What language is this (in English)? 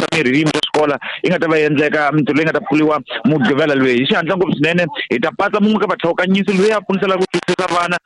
Tsonga